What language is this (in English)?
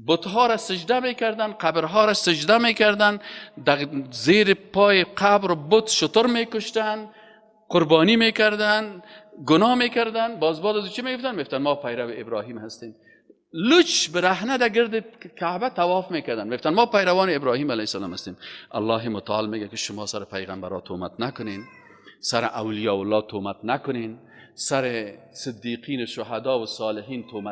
Persian